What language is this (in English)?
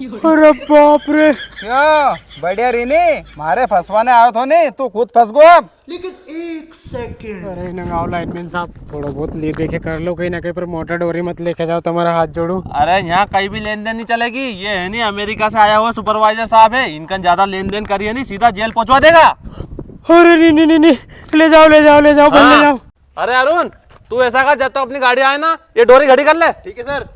Rajasthani